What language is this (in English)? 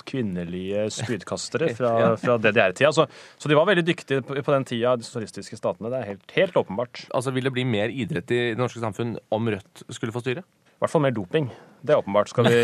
Norwegian